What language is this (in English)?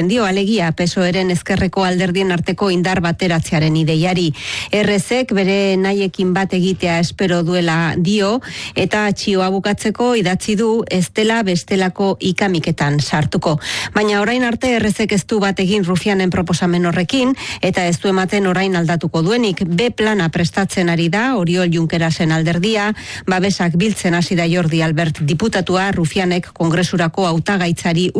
Basque